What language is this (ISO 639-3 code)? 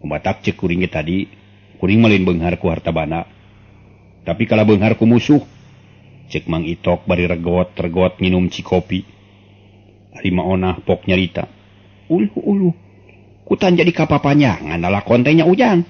sun